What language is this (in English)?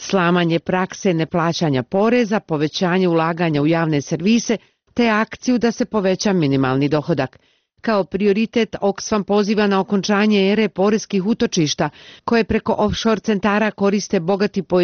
Bosnian